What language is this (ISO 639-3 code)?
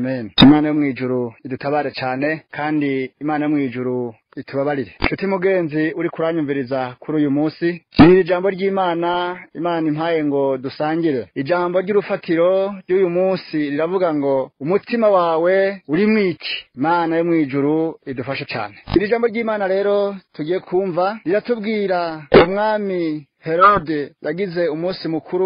run